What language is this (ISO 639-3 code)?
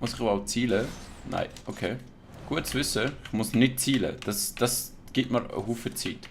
gsw